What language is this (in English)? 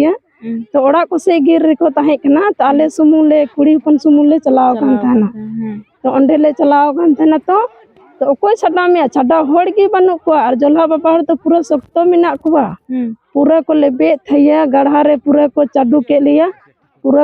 Santali